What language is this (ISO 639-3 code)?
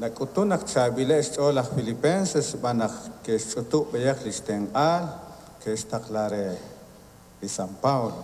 kek